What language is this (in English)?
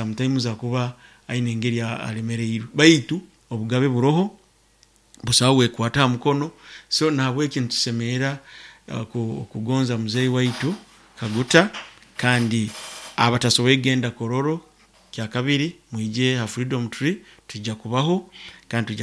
Nyoro